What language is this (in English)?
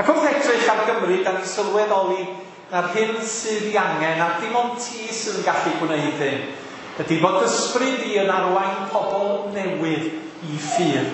Welsh